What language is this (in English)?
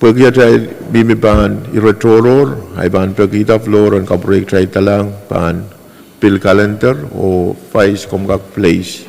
Pohnpeian